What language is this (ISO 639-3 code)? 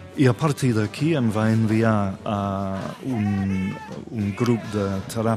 cat